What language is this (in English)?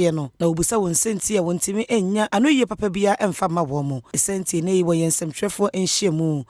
Akan